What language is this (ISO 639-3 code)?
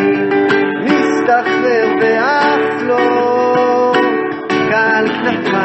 heb